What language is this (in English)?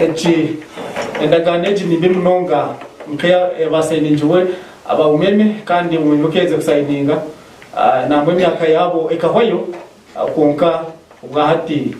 Nyankole